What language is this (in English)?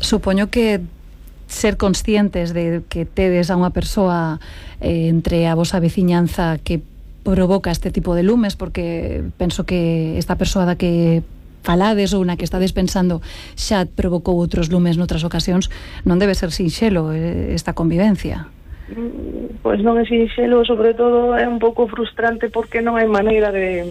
Galician